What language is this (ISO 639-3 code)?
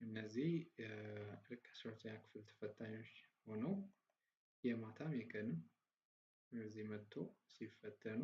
amh